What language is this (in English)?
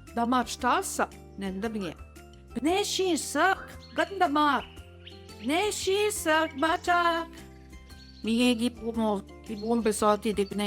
Central Ojibwa